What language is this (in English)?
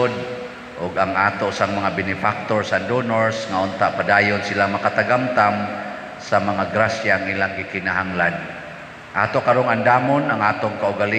Cebuano